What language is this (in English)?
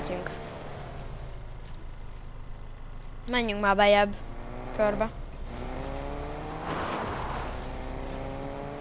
Hungarian